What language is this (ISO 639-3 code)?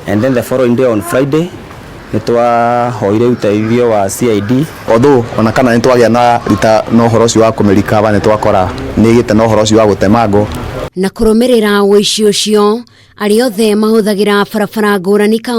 kik